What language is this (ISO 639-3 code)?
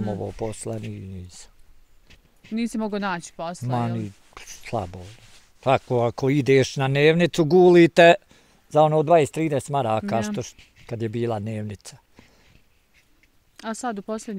bos